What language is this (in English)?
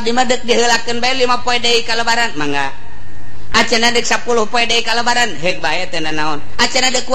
Sundanese